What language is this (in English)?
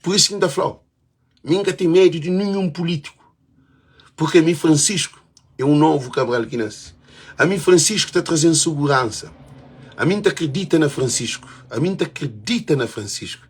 Kabuverdianu